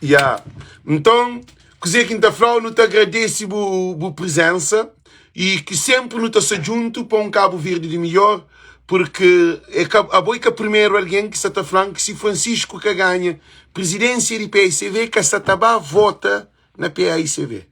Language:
Kabuverdianu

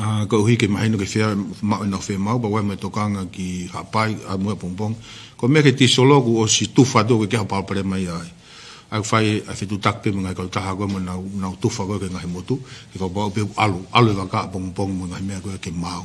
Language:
Tongan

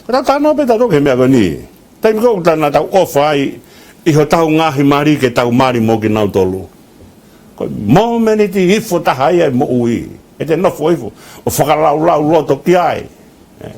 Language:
Tongan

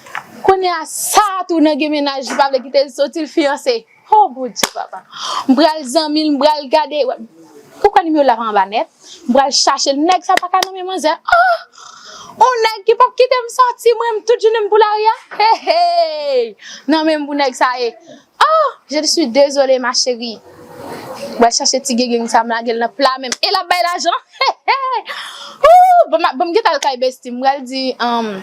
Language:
Haitian Creole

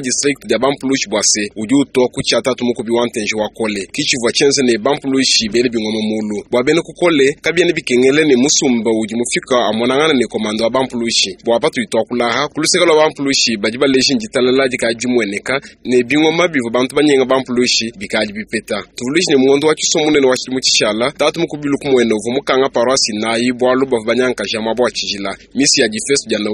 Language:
Luba-Lulua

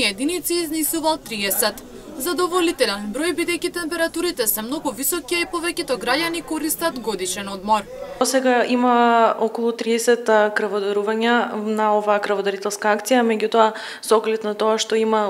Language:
Macedonian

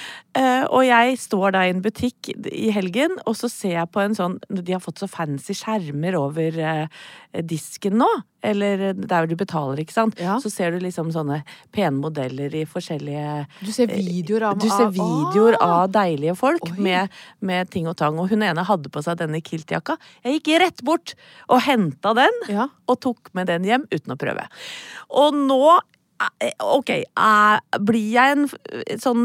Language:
Norwegian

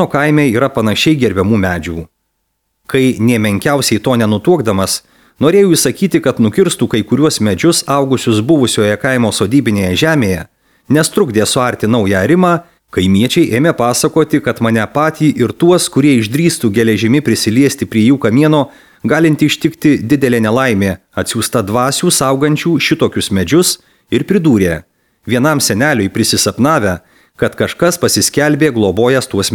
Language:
Lithuanian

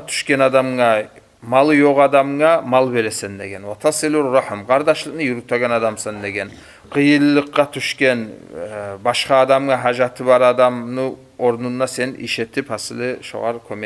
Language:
Kumyk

